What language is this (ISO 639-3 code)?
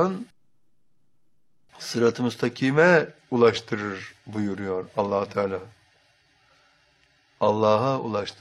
tur